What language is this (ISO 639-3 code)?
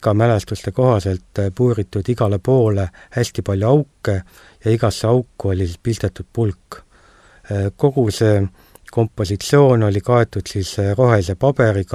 est